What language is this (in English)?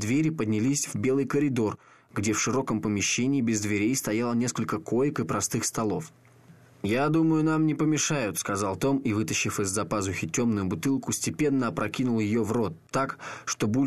Russian